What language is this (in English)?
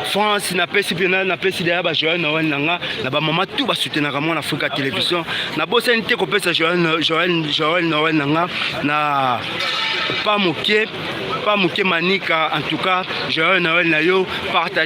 Lingala